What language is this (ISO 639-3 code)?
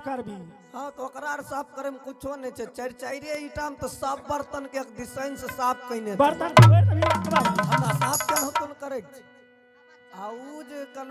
mai